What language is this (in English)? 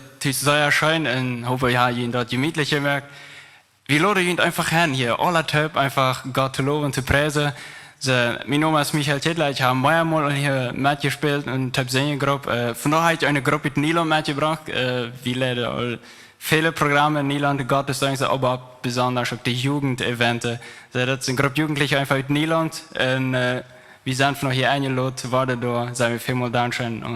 Plautdietsch